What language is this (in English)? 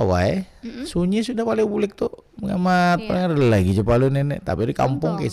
Banjar